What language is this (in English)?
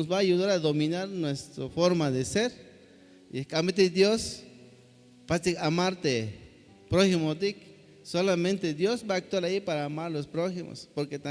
Tzeltal